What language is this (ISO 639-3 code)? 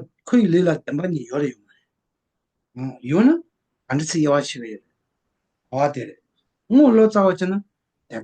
bod